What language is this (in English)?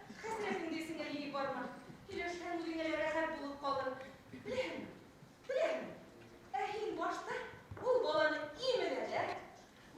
Bashkir